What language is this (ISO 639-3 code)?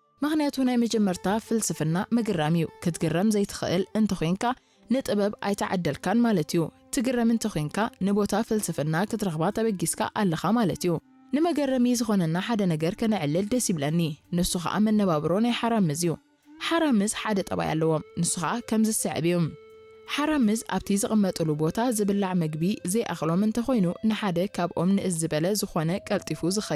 tir